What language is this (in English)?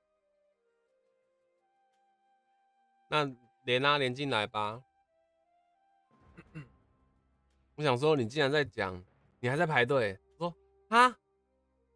Chinese